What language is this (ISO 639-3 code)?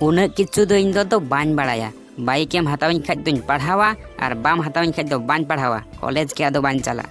sat